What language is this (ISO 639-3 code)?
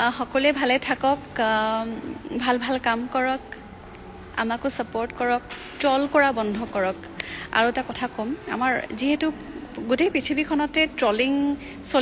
asm